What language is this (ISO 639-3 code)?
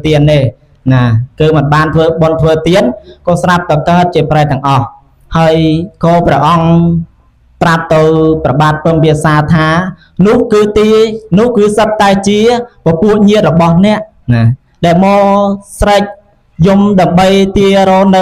khm